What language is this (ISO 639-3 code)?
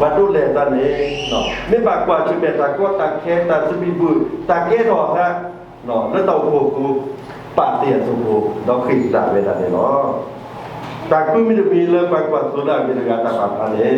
ksw